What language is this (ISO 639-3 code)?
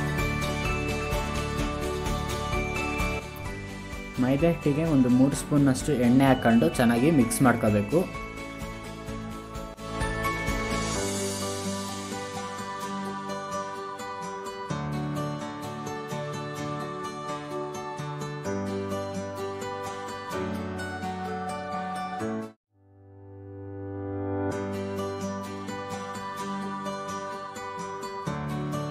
kan